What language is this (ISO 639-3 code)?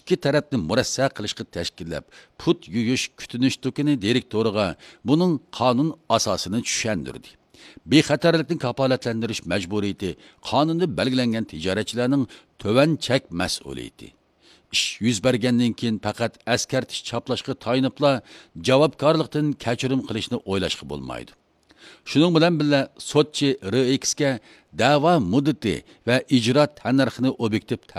uig